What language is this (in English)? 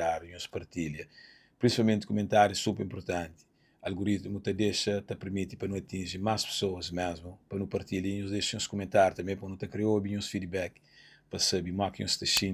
Kabuverdianu